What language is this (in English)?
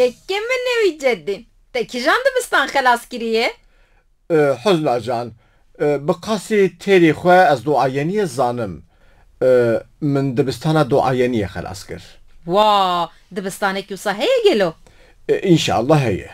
Kurdish